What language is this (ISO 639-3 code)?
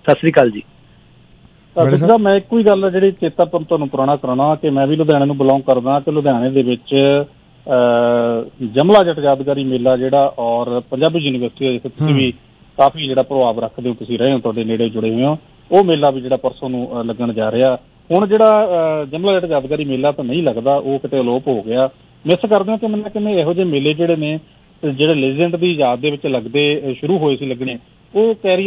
pan